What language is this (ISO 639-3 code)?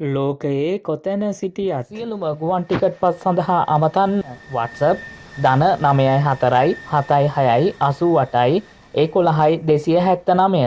sin